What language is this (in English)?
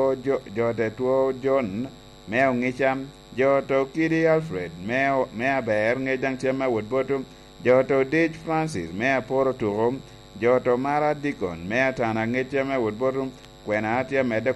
Lango (Uganda)